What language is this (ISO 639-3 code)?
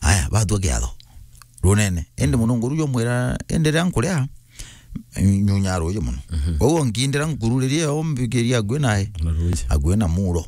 mer